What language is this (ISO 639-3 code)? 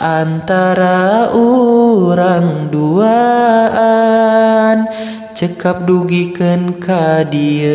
sun